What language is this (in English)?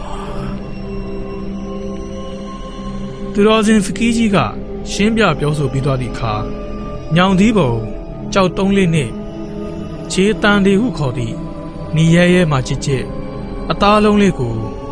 Burmese